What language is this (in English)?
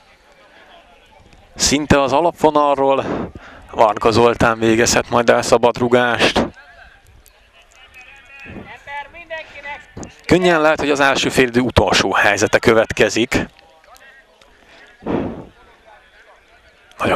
Hungarian